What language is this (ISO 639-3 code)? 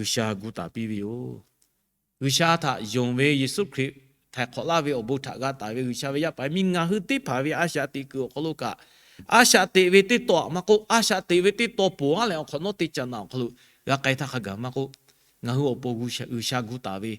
lhu